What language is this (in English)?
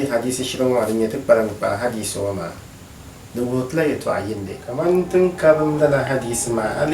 Dagbani